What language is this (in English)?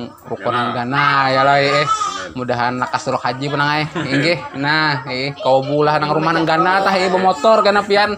Banjar